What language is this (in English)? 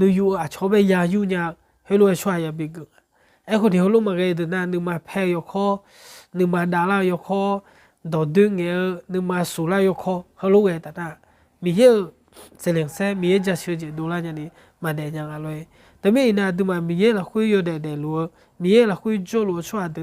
Akha